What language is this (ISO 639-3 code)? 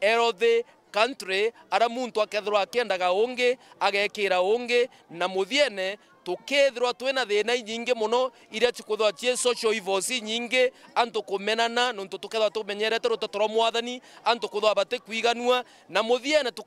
mer